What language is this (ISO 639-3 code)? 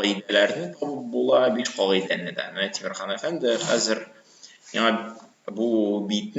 tat